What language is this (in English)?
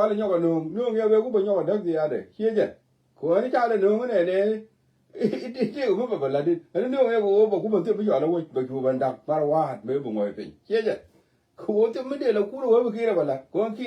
Nuer